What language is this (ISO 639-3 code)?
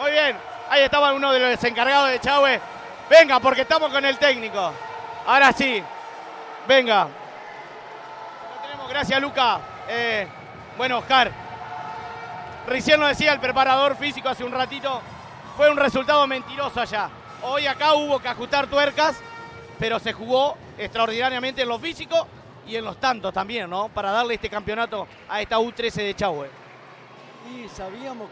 spa